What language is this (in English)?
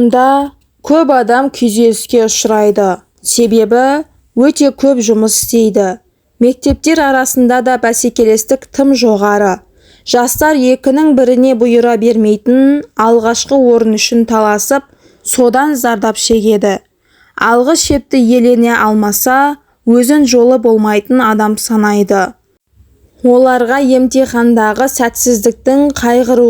Kazakh